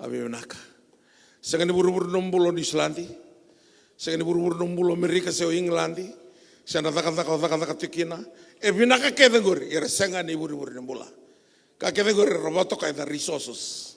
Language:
Fijian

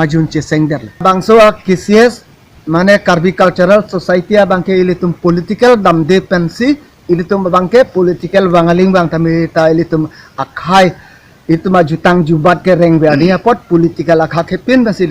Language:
Karbi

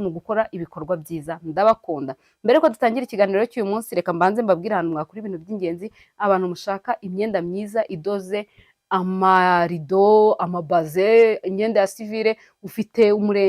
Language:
Kinyarwanda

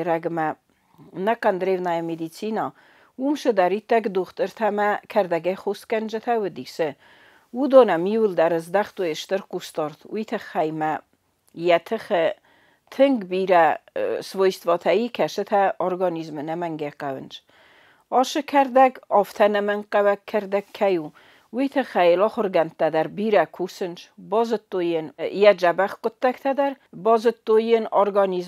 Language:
Ossetic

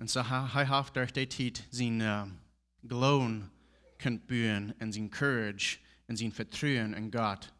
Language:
Plautdietsch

